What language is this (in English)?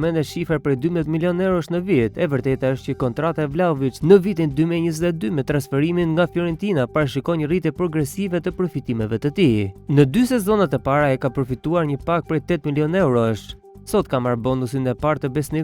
Albanian